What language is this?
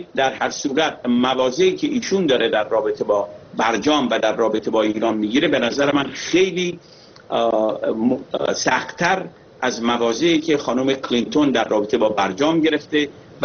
Persian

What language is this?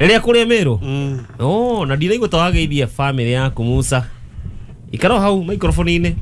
Kikuyu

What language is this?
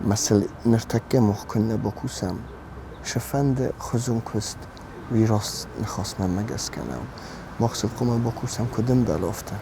Ossetic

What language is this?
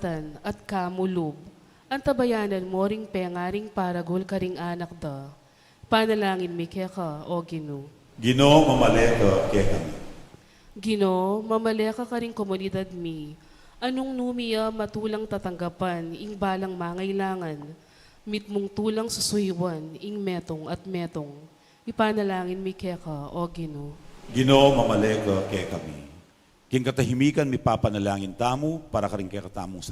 Pampanga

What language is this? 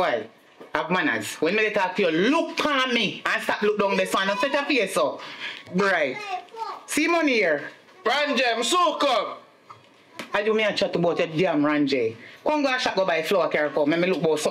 Jamaican Creole English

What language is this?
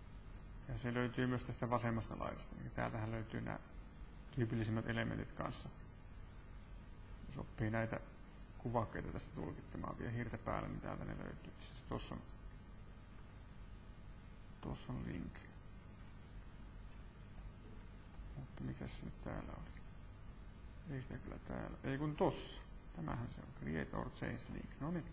Finnish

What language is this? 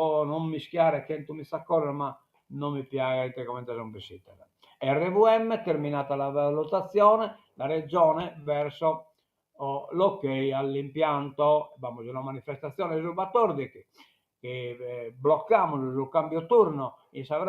Sardinian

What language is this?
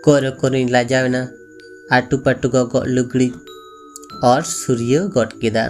Santali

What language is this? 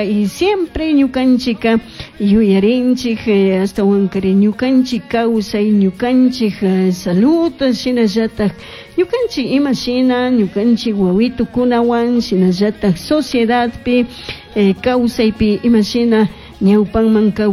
Chimborazo Highland Quichua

